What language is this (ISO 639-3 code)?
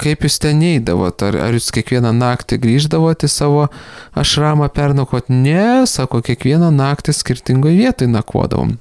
lit